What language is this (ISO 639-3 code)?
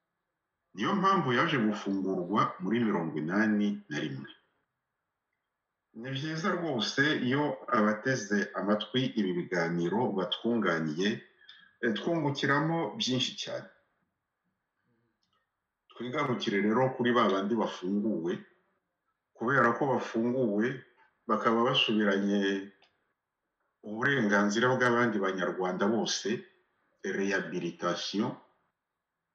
kin